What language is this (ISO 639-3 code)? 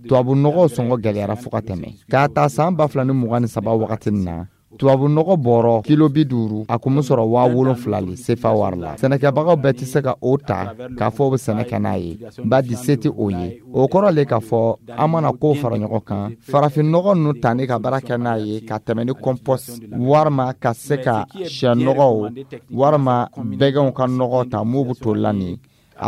dyu